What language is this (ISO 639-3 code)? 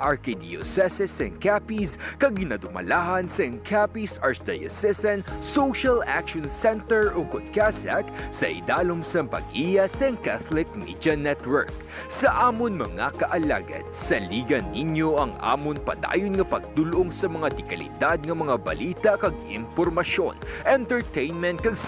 hil